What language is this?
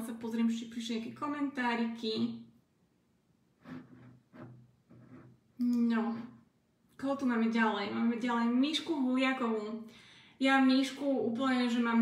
Slovak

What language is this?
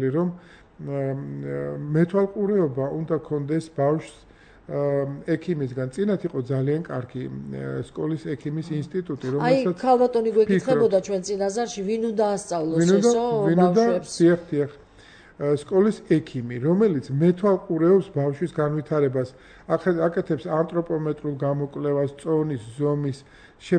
Georgian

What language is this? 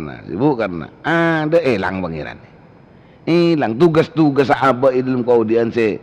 Madurese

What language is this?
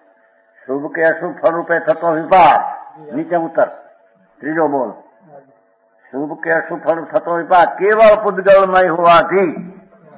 Gujarati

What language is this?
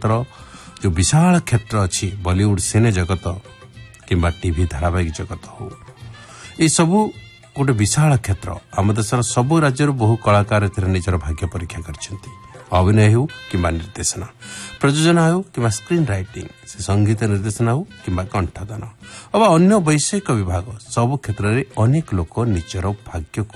Odia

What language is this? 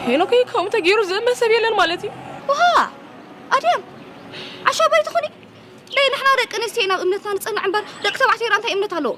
Tigrinya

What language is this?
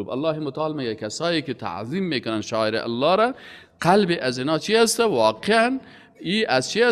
Persian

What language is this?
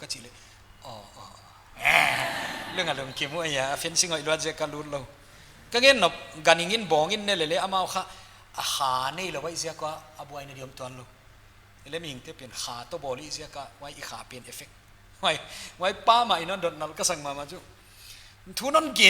Paite Chin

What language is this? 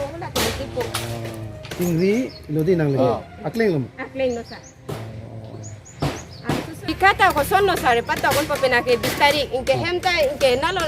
Karbi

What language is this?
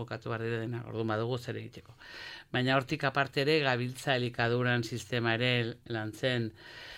Basque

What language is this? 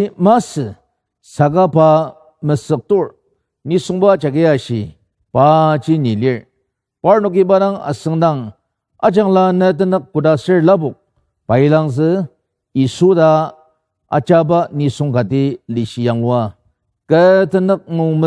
Ao Naga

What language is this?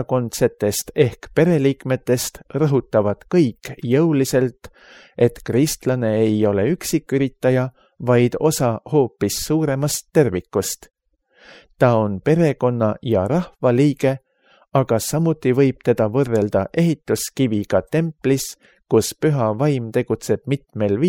Estonian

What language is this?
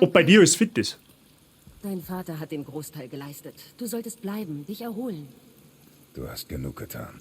Bavarian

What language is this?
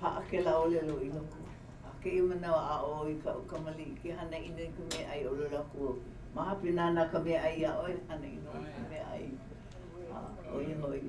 Hawaiian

